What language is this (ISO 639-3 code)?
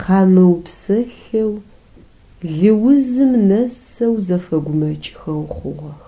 ady